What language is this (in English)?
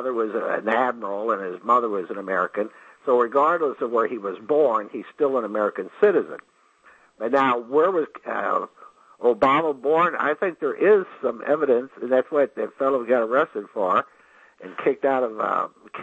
English